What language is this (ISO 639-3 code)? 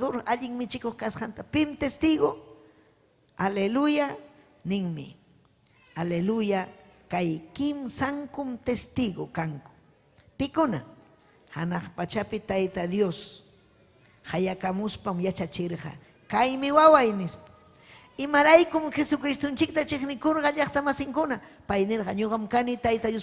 quy